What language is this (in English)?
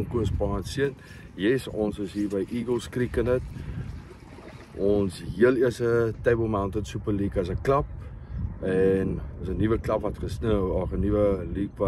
Afrikaans